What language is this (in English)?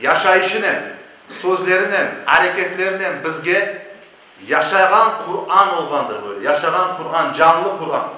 Crimean Tatar